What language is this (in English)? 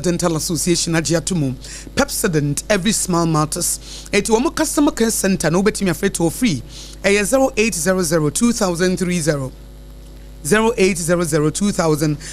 Akan